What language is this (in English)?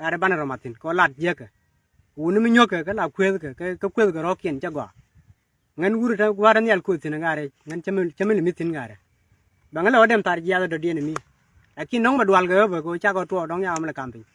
Nuer